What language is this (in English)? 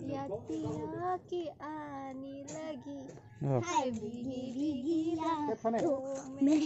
Kok Borok